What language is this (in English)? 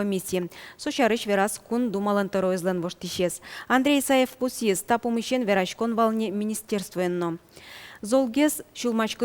Udmurt